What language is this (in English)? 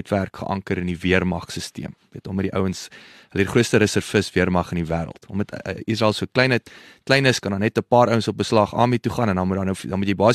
Afrikaans